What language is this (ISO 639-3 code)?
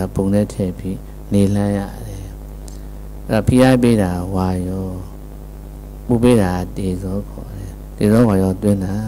mya